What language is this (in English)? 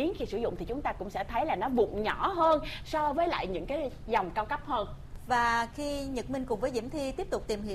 Vietnamese